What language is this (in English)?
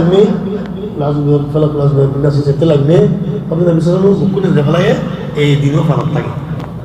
Rohingya